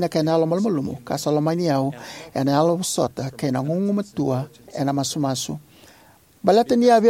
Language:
Fijian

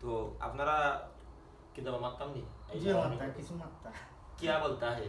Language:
Sylheti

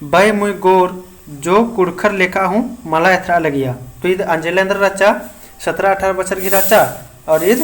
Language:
Kurukh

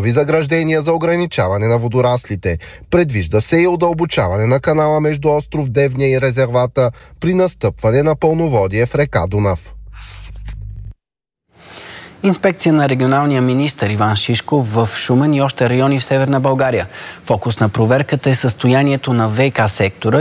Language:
Bulgarian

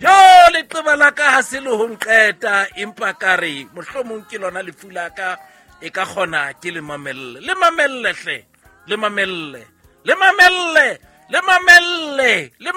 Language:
Southern Sotho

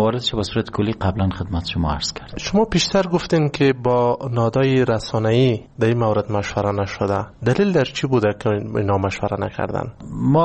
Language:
Persian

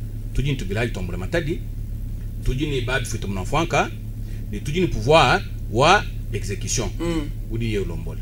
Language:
Luba-Lulua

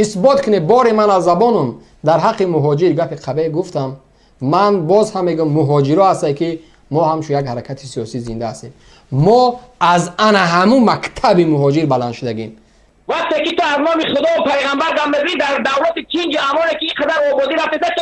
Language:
Tajik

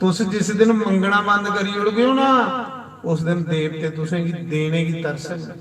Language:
Dogri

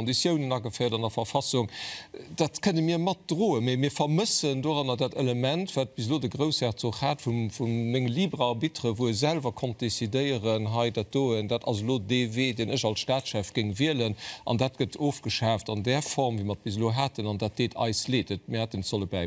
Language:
Luxembourgish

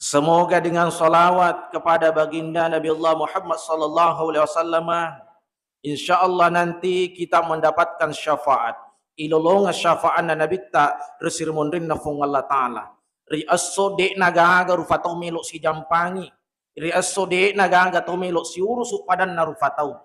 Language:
Buginese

